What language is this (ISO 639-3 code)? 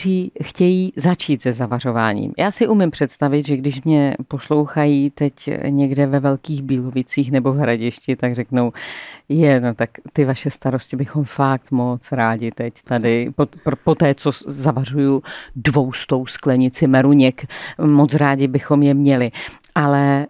ces